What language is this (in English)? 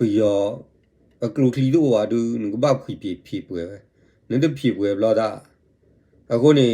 S'gaw Karen